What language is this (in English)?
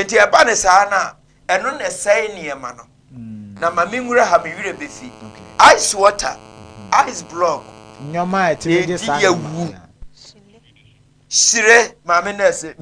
Akan